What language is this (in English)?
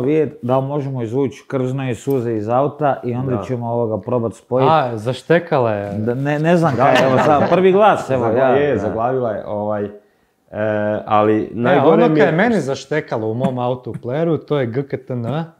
Croatian